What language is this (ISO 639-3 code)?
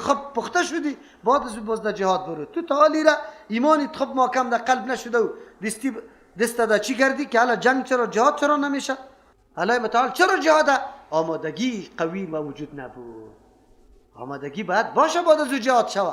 fas